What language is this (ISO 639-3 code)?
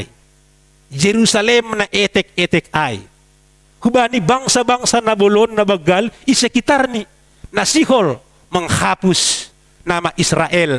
bts